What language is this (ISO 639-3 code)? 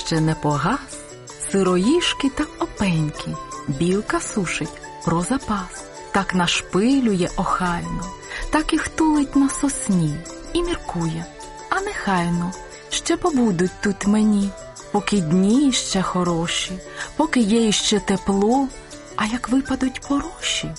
ukr